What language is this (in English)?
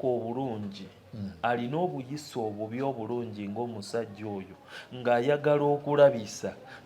Ganda